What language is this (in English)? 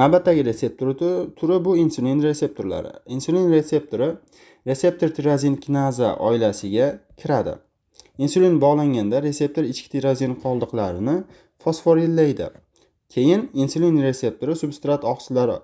Uzbek